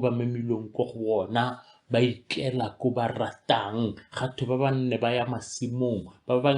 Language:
Tswana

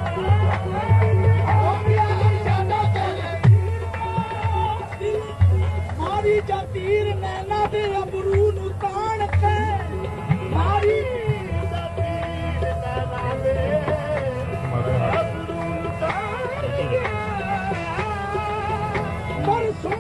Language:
Punjabi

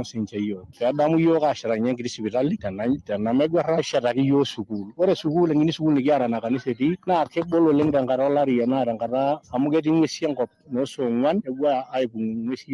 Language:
Masai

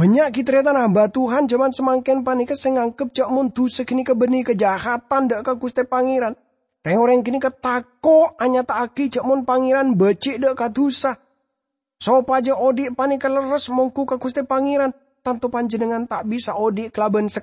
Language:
Madurese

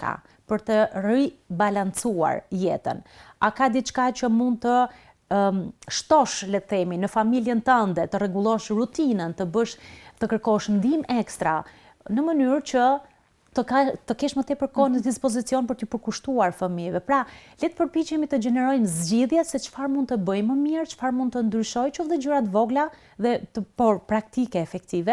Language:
Albanian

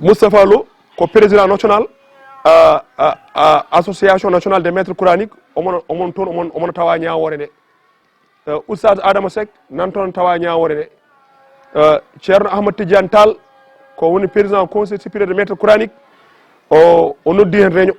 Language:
Fula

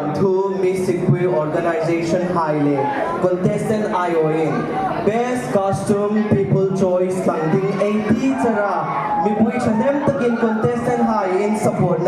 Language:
Hmar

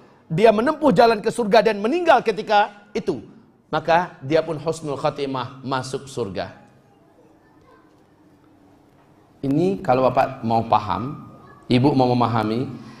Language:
Indonesian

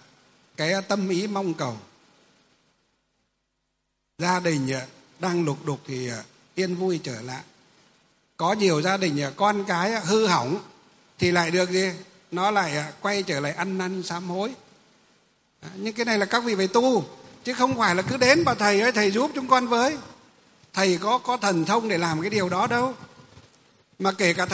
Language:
Vietnamese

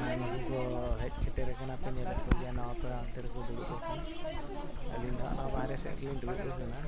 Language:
Santali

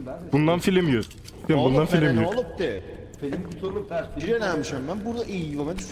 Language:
South Azerbaijani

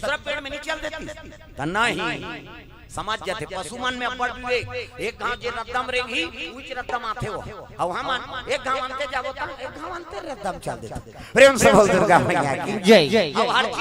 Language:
Chhattisgarhi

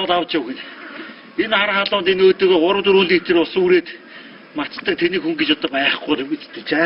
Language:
Mongolian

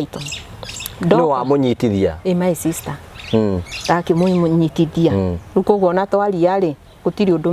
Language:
Kikuyu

